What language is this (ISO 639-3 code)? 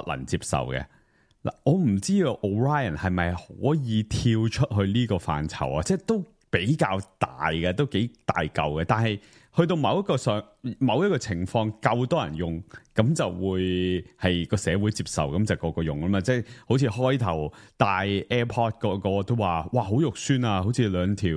yue